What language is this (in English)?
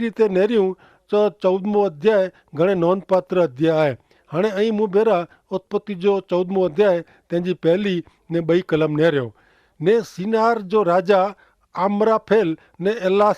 Kachhi